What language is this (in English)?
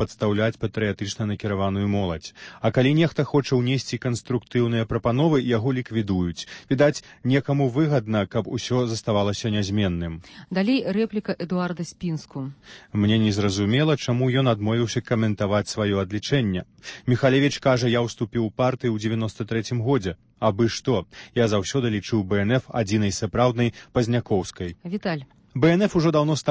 Belarusian